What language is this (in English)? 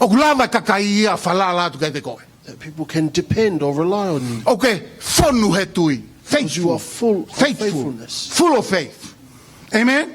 Tongan